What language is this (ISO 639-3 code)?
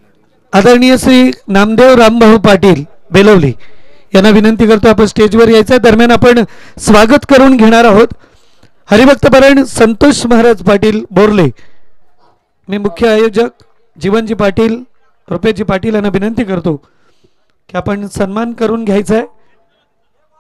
mar